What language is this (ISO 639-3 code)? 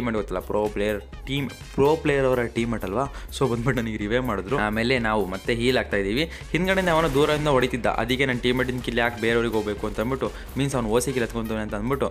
kan